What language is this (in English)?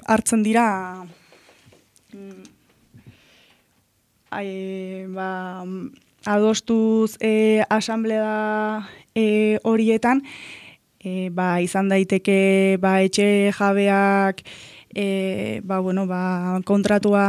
Basque